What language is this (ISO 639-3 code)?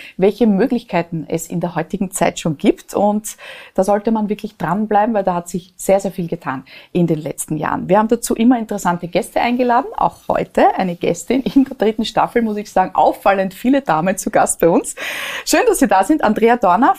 deu